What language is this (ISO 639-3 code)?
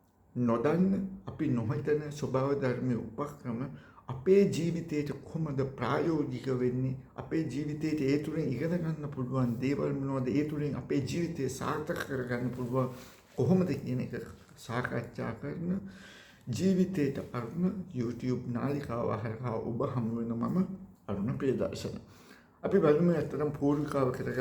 sin